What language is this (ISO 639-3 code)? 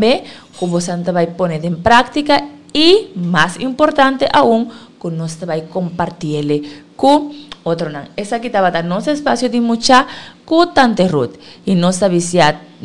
pap